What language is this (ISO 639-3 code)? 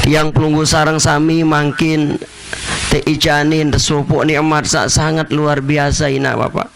sas